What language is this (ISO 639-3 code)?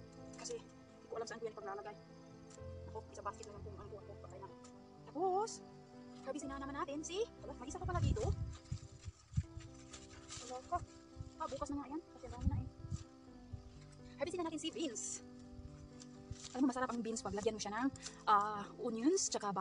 fil